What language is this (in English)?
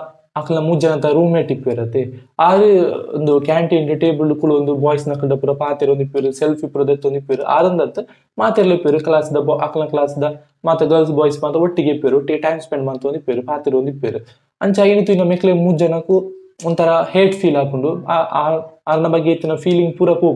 Tulu